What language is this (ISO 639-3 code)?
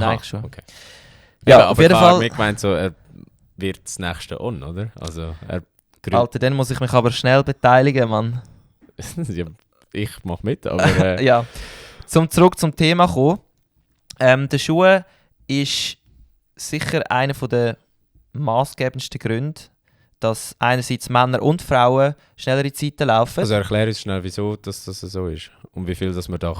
gsw